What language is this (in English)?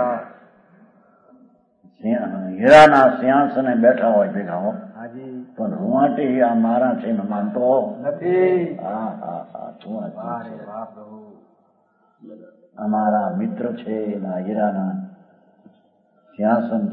Gujarati